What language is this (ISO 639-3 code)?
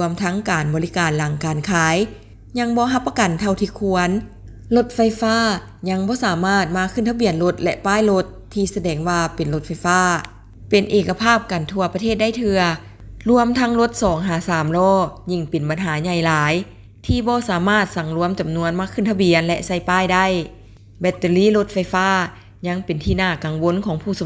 lao